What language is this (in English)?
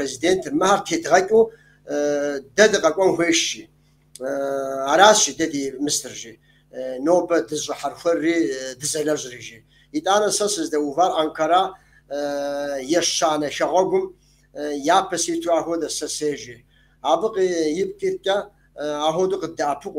Kabardian